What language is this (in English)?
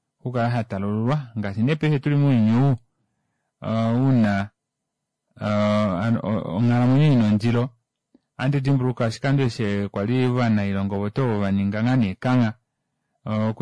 Kuanyama